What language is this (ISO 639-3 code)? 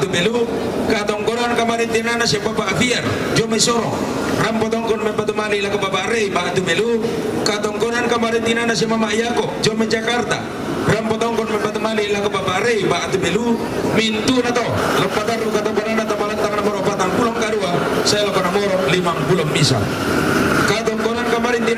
sda